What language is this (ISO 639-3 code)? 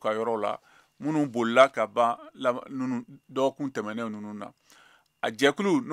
bam